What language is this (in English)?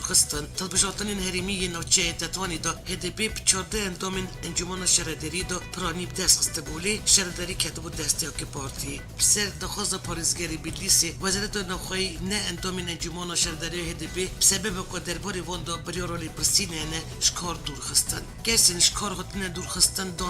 Kurdish